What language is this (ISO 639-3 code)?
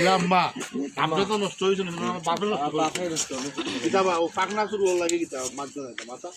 syl